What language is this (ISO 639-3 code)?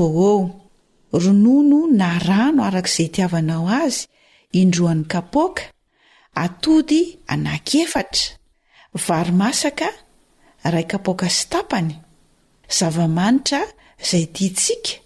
mlg